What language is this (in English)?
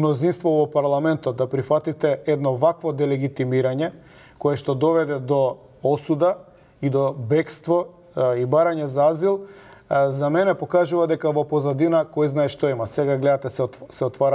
Macedonian